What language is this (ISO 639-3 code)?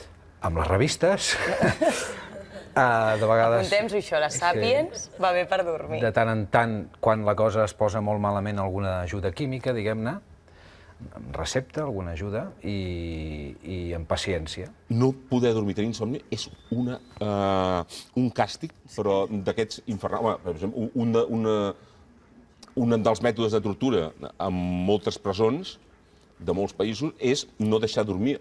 cat